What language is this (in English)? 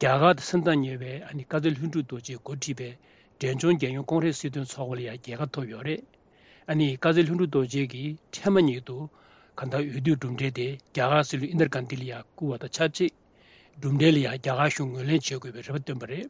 Tibetan